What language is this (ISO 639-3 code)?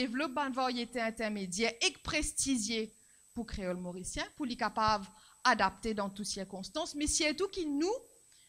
mfe